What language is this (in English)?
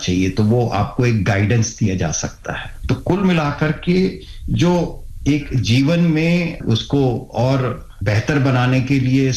Hindi